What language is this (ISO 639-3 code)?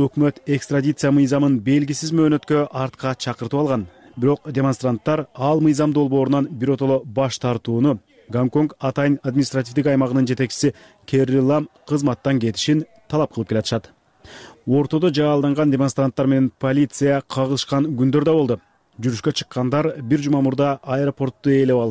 kir